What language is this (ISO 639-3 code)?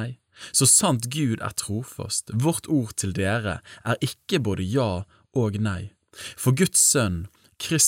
nor